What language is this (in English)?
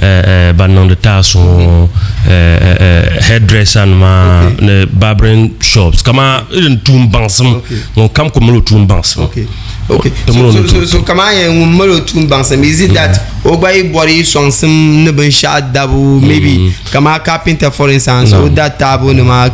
Dagbani